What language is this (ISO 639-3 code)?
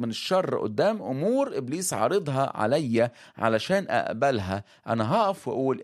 arz